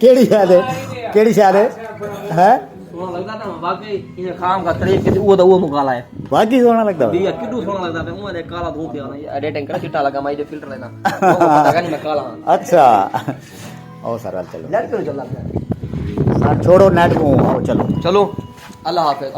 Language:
Saraiki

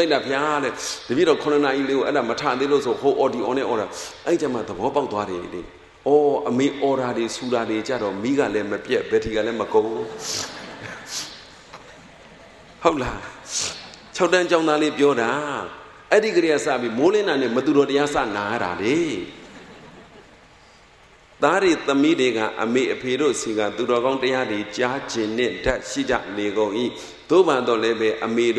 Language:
Burmese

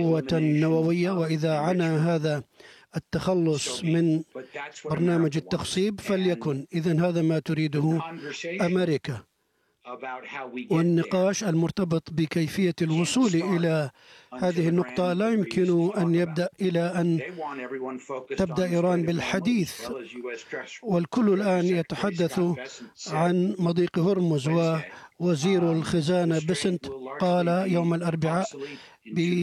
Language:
Arabic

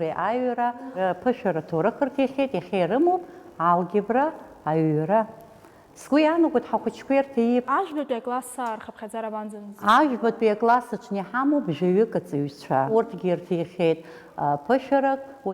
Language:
Abkhazian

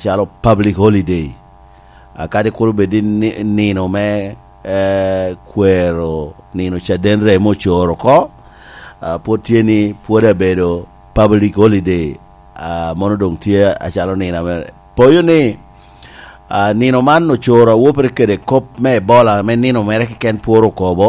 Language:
Lango (Uganda)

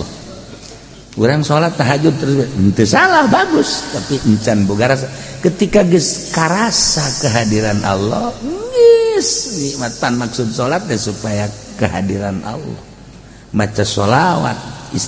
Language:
Sundanese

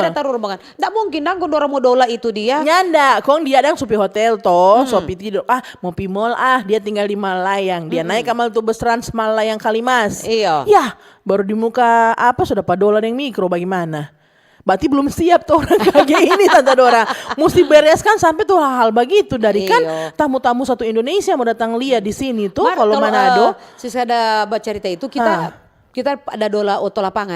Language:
Manado Malay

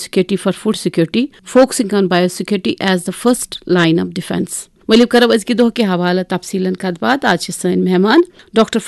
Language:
Kashmiri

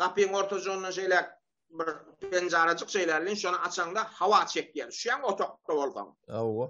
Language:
Turkmen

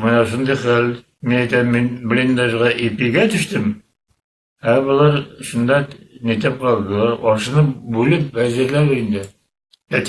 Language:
Bashkir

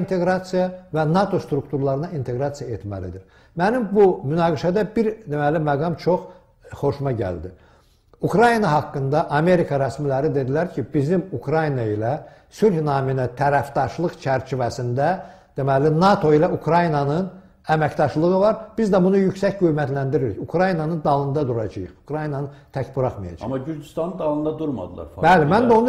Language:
Azerbaijani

